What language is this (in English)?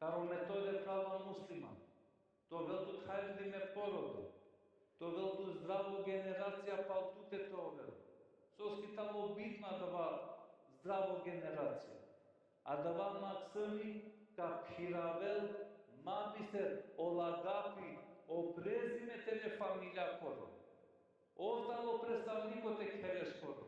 Balkan Romani